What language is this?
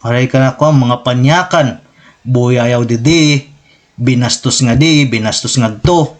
Waray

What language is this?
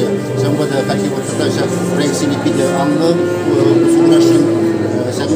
Chuvash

